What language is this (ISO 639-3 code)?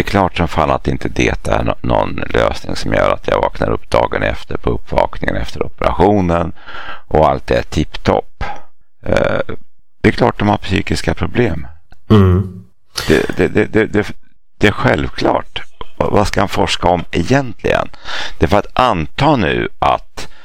swe